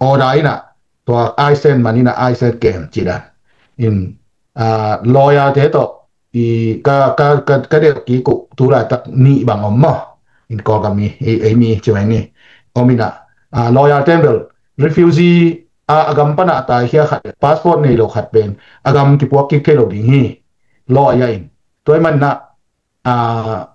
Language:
Tedim Chin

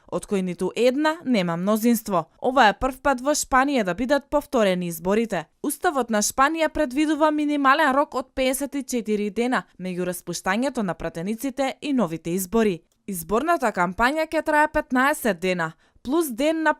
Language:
Macedonian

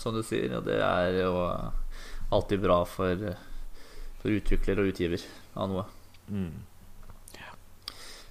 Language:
Norwegian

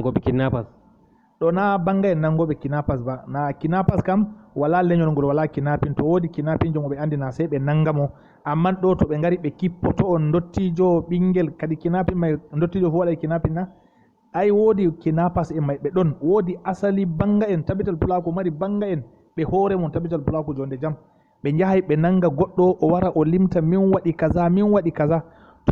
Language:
Fula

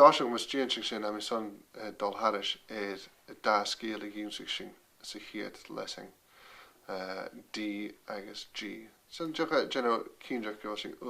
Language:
Scottish Gaelic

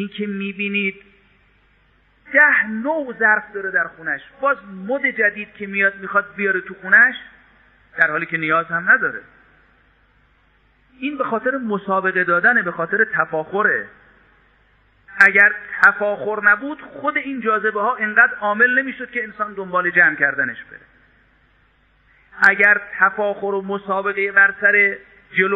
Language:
Persian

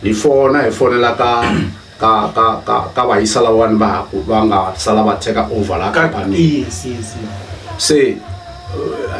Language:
Tsonga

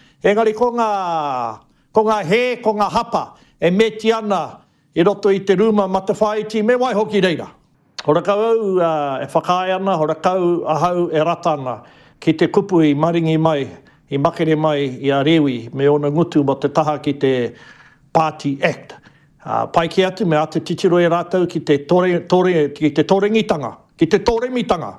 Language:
Māori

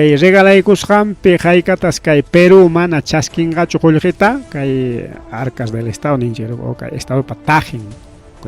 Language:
Ayacucho Quechua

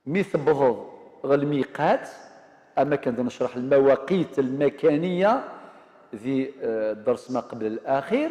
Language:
Kabyle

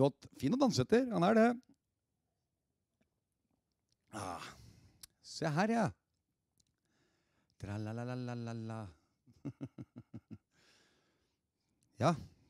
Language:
Norwegian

